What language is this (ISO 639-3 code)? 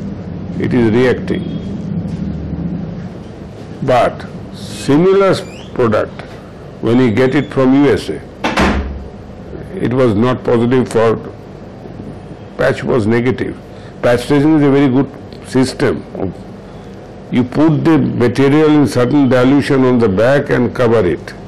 eng